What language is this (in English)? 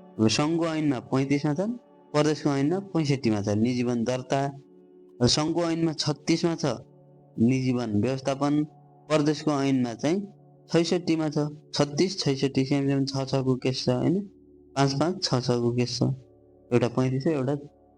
Nepali